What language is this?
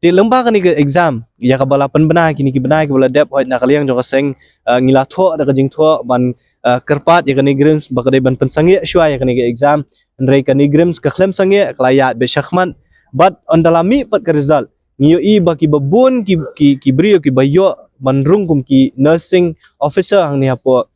Khasi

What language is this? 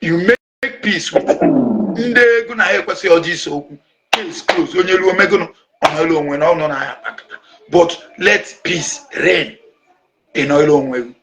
Igbo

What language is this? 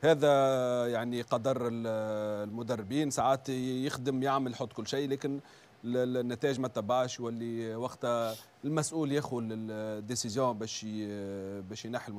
Tunisian Arabic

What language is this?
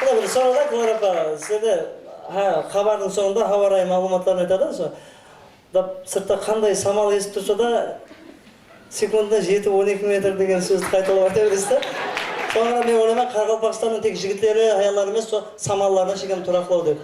Kara-Kalpak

